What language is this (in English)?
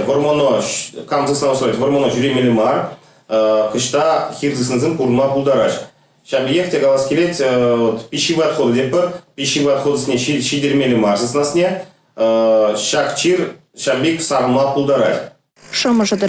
Chuvash